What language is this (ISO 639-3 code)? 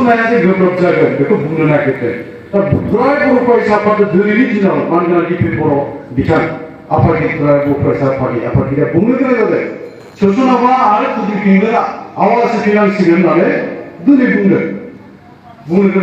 brx